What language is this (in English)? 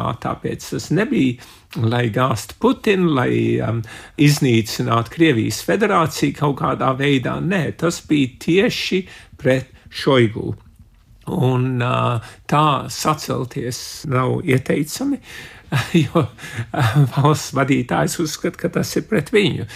Latvian